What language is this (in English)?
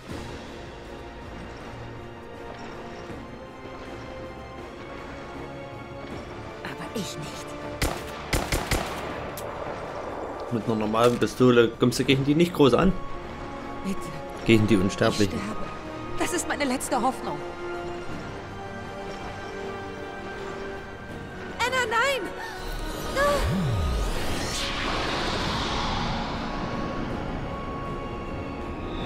German